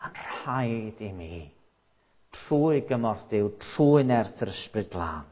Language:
Welsh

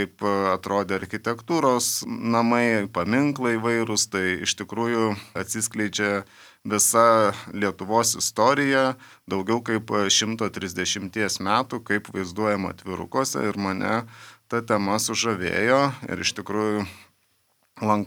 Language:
Lithuanian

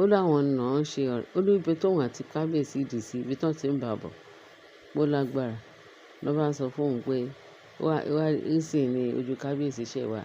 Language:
Yoruba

